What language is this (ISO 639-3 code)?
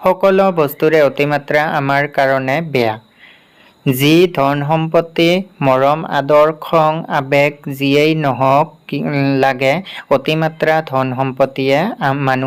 asm